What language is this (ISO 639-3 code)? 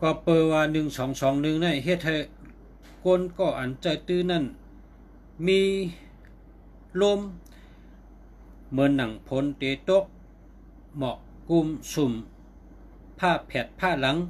shn